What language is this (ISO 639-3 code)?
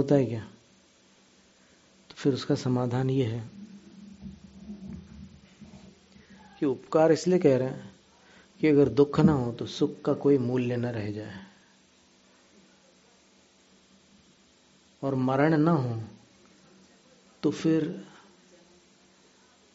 hin